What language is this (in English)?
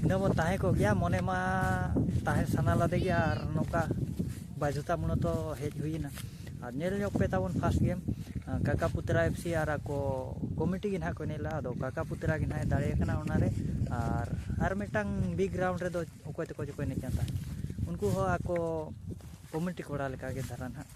Santali